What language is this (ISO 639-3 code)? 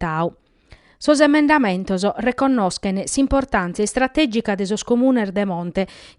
srd